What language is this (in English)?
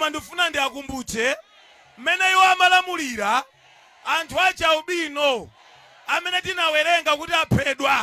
Nyanja